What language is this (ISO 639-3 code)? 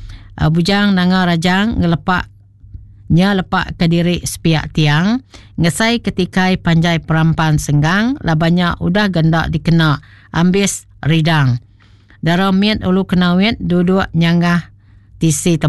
iba